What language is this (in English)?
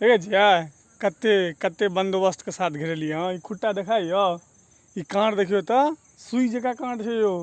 Maithili